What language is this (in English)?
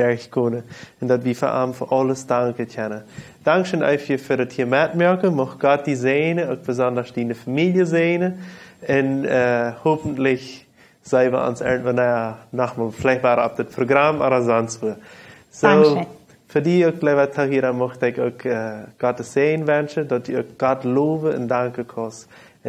Plautdietsch